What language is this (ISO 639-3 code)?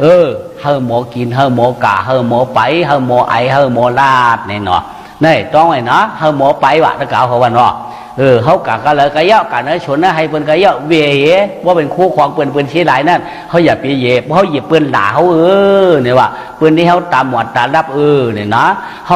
shn